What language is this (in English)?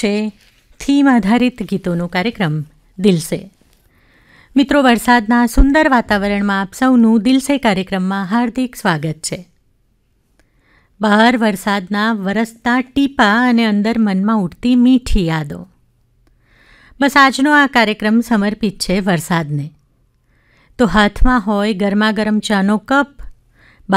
Gujarati